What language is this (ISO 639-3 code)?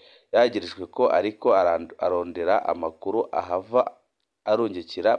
run